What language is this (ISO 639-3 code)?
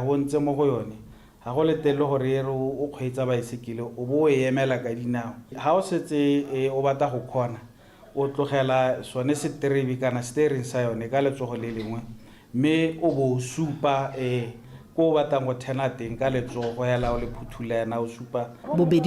tsn